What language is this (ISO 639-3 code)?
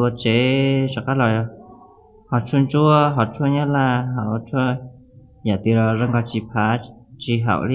hmn